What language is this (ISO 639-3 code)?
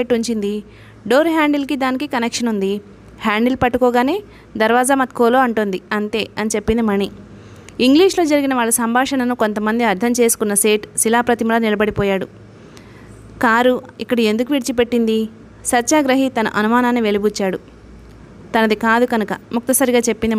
tel